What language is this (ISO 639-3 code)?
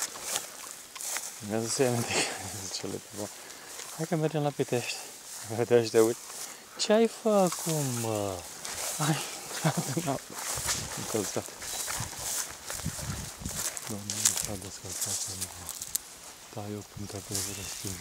ron